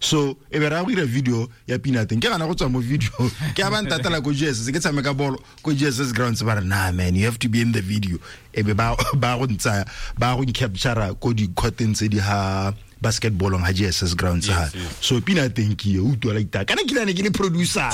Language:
Tswana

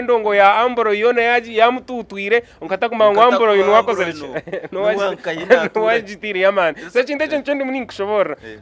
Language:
Nyankole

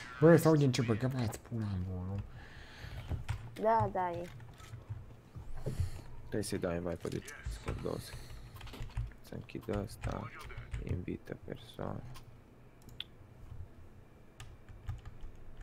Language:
Romanian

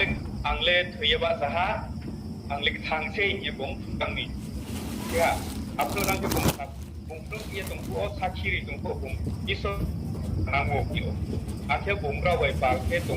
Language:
Riang (India)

